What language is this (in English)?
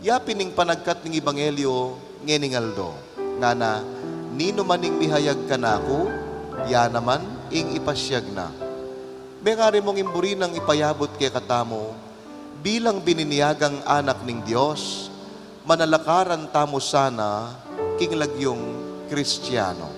Pampanga